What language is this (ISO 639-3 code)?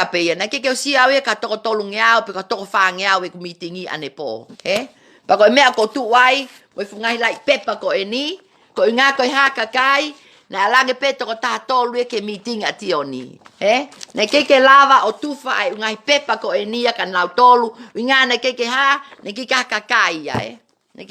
ton